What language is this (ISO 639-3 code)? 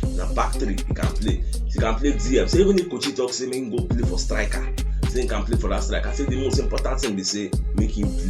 pcm